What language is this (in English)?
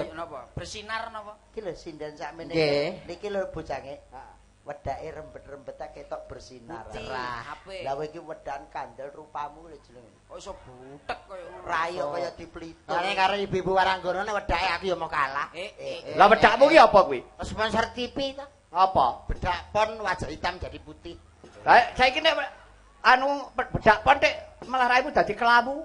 Javanese